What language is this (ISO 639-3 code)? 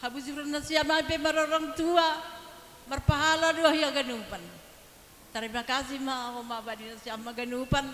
bts